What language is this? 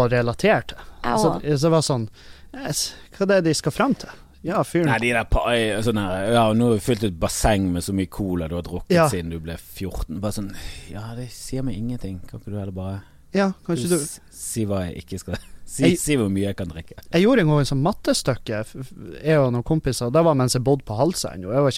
Norwegian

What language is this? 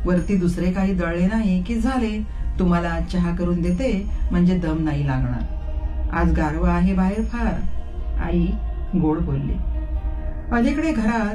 Marathi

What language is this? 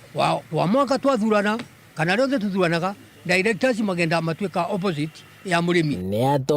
Meru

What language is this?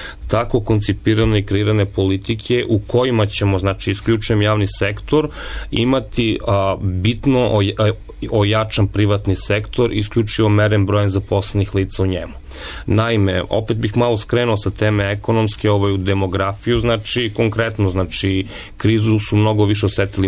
Serbian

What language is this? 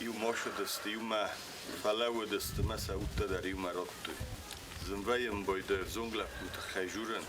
Ossetic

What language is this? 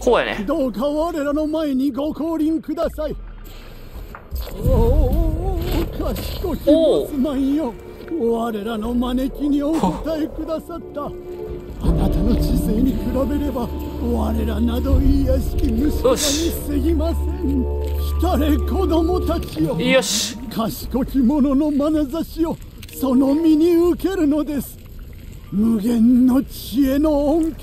Japanese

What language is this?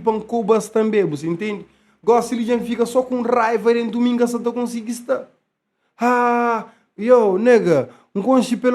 Kabuverdianu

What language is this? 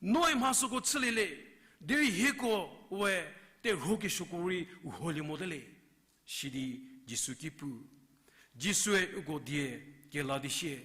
Angami Naga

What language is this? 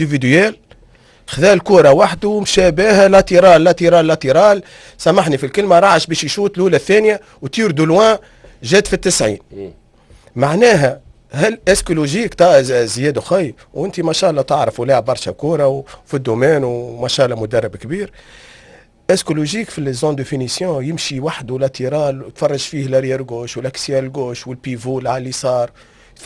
Tunisian Arabic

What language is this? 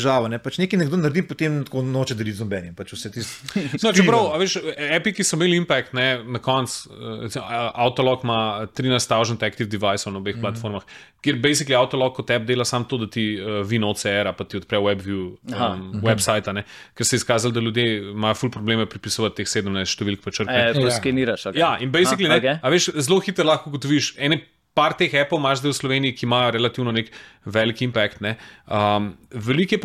Slovenian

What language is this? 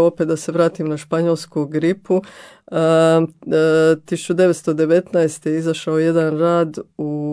Croatian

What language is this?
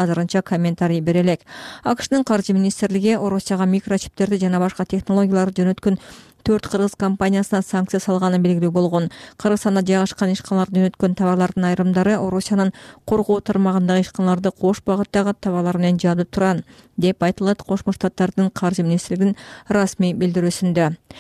Kyrgyz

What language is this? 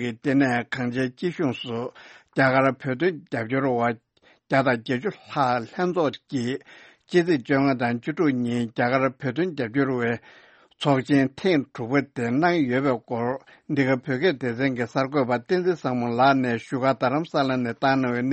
Tibetan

